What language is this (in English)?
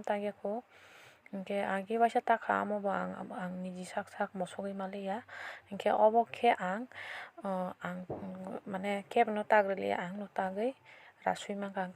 Kok Borok